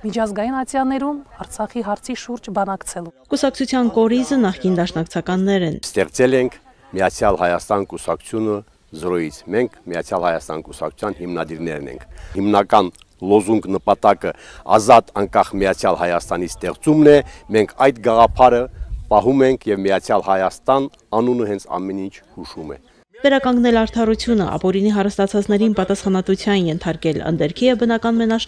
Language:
Armenian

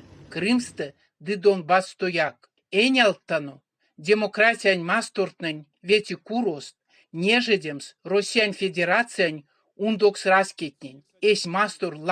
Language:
Erzya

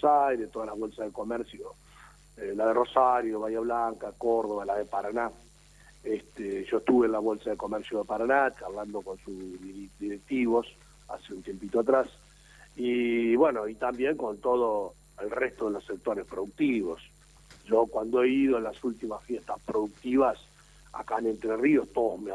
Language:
Spanish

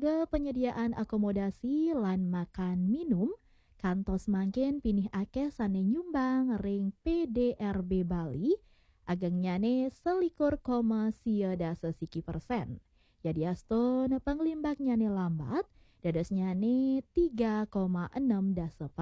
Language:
Balinese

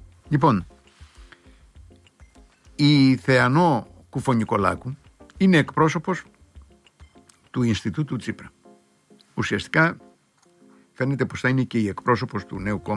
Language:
Greek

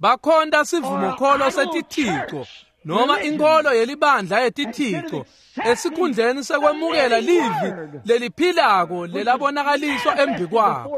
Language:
Swati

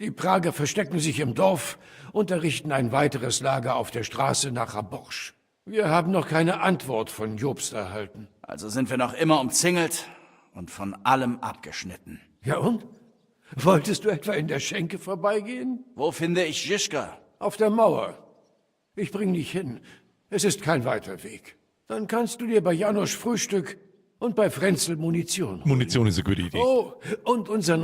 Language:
Bavarian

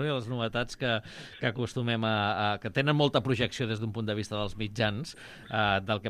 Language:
Catalan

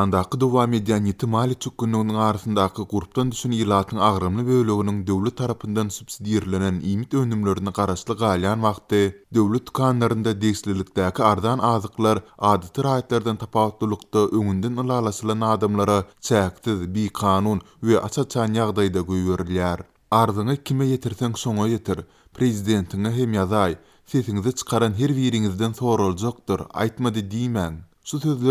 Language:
Turkmen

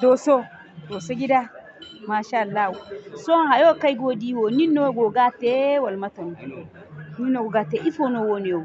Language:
Zarma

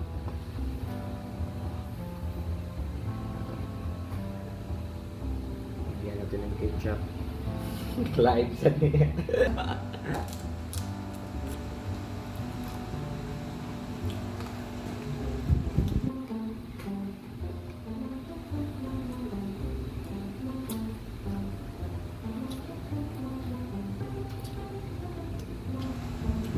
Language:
Filipino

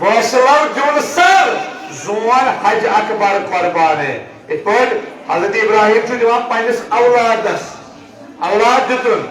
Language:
Kashmiri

